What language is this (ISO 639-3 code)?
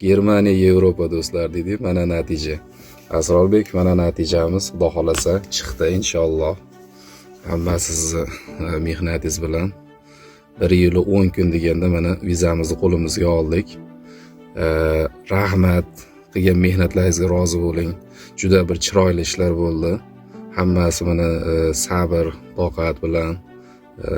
uzb